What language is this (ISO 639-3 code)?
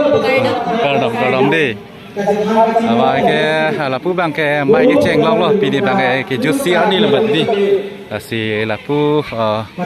mjw